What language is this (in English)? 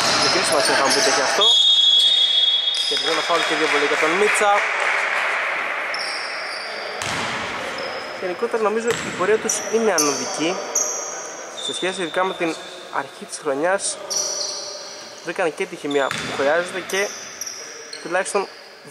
Greek